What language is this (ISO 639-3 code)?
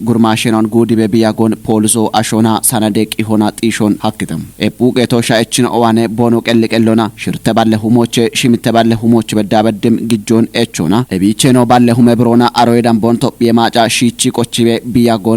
kbr